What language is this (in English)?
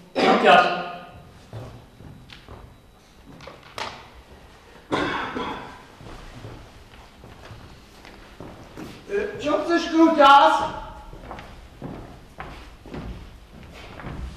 Slovak